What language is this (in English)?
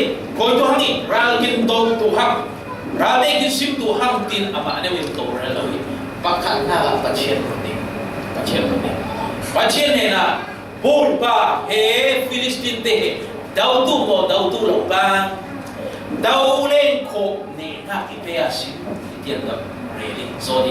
Falam Chin